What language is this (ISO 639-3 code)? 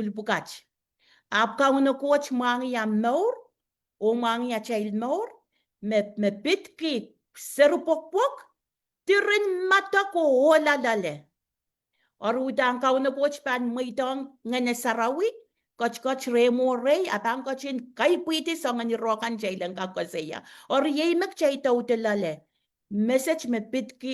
pon